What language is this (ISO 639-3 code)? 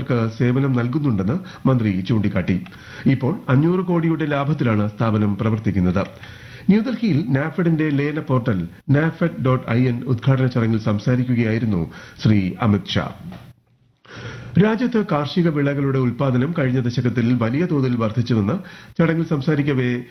mal